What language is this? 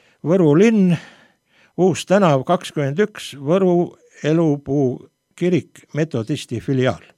Estonian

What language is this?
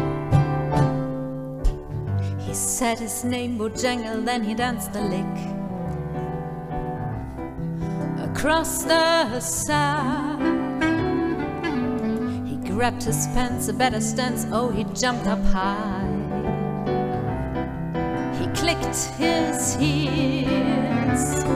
English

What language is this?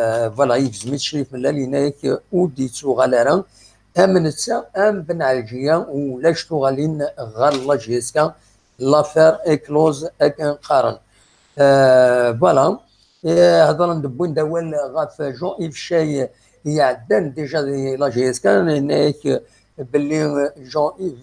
Kabyle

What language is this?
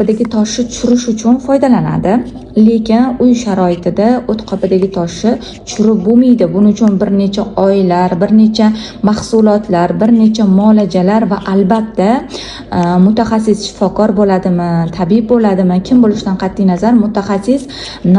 Uzbek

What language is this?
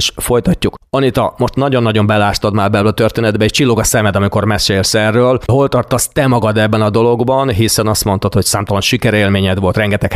Hungarian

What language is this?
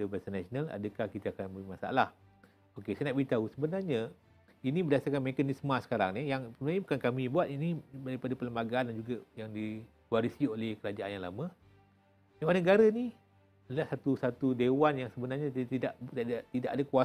Malay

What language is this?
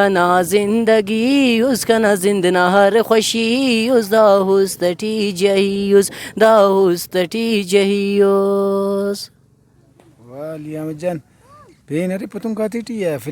Brahui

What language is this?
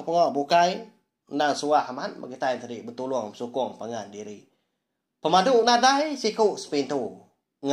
Iban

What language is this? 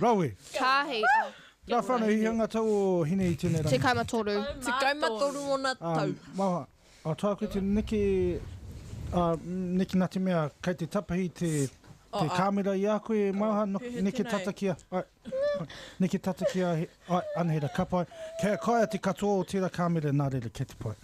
Māori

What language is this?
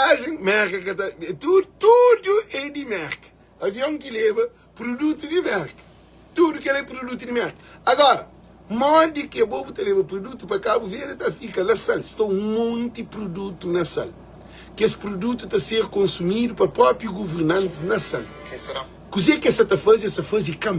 Kabuverdianu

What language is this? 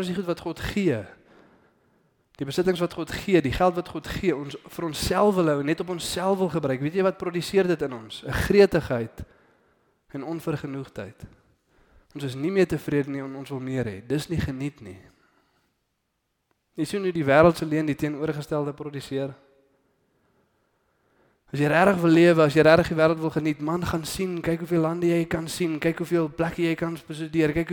Afrikaans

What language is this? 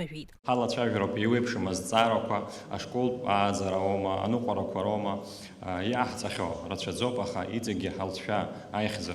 Abkhazian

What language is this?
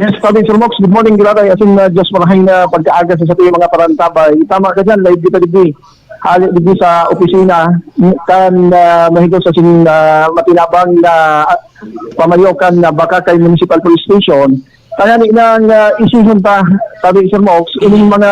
Bikol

